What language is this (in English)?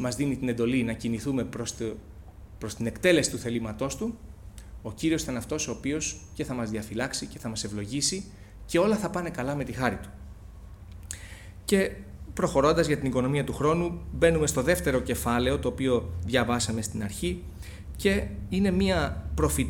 Greek